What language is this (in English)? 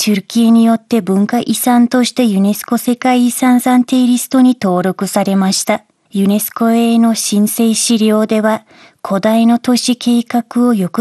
Japanese